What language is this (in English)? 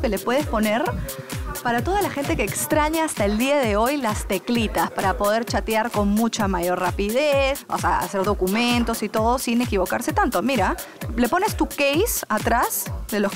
Spanish